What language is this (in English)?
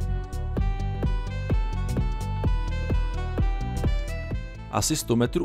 Czech